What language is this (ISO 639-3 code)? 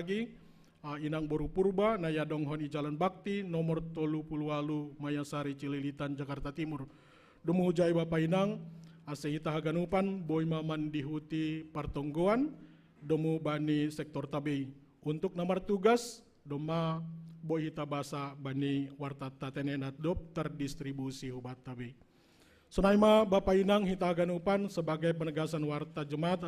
bts